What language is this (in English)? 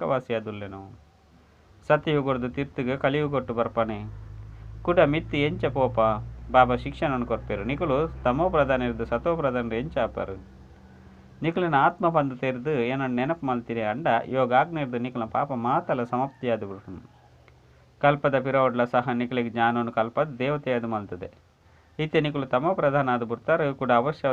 Tulu